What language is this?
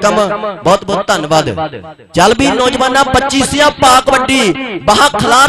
Punjabi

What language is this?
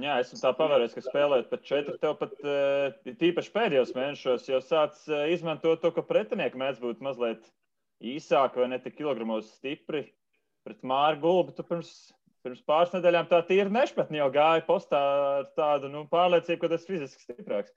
Latvian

